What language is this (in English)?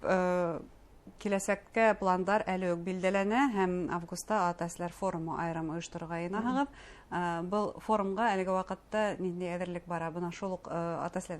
Bashkir